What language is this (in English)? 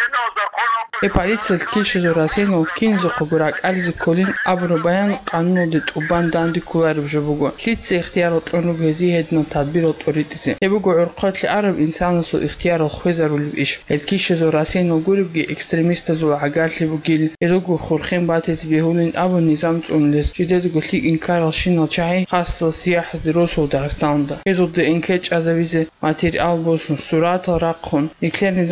Avaric